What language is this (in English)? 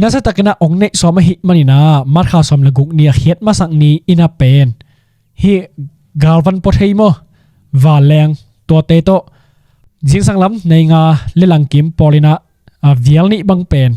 Tedim Chin